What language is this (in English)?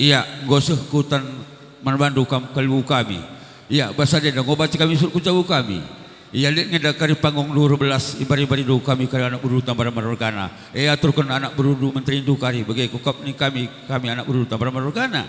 Batak Karo